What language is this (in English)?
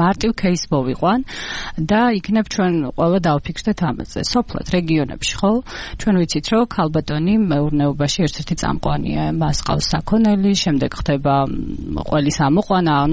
Georgian